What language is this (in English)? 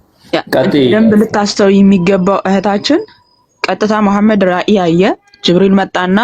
Amharic